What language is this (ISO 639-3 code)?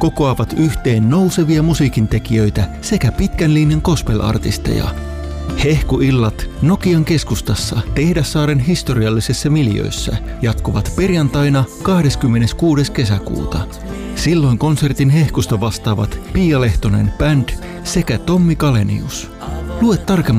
fin